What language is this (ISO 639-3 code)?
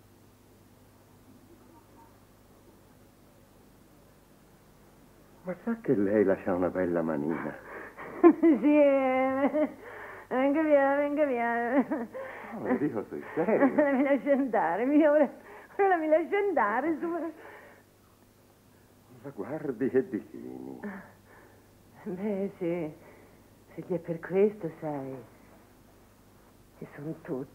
ita